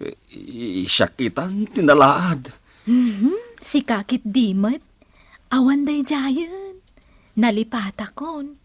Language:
Iloko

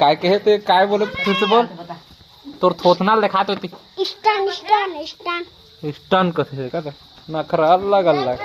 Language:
Chhattisgarhi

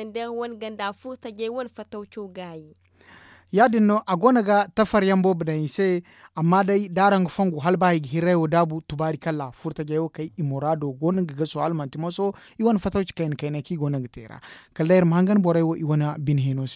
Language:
Zarma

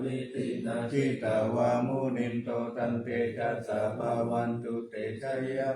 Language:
Pali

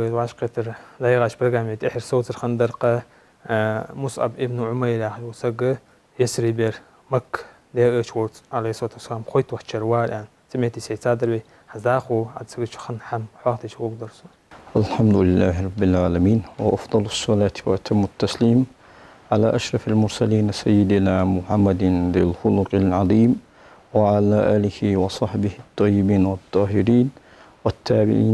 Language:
Ingush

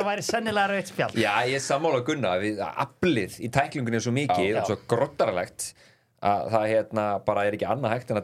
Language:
Icelandic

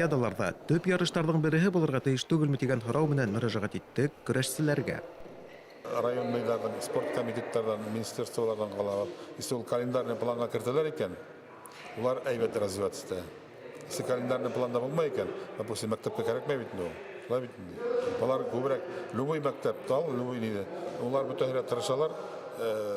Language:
Bashkir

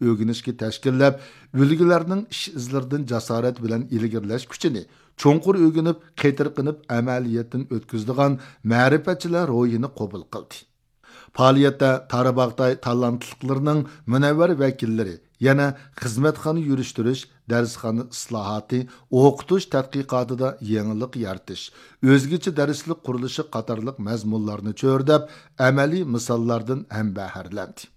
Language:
Uyghur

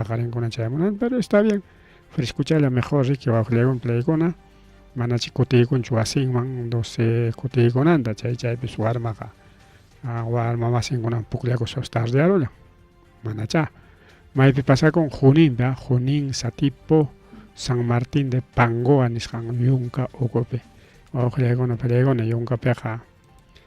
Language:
Ayacucho Quechua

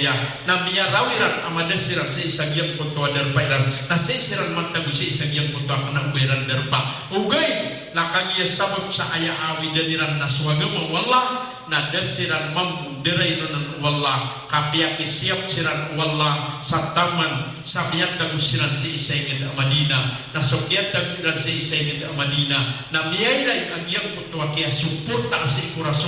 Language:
Maranao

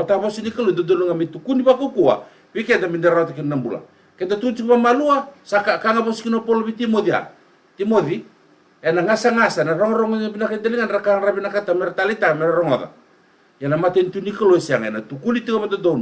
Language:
Fijian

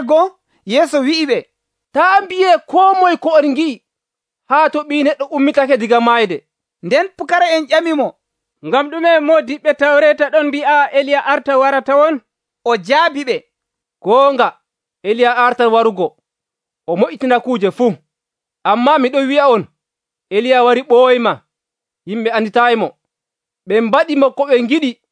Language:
Nigerian Fulfulde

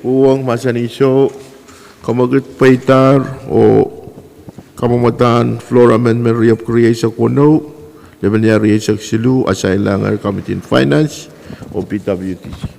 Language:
Pohnpeian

